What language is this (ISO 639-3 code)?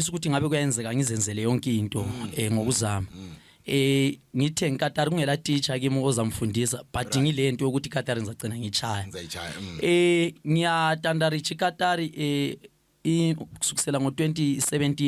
zul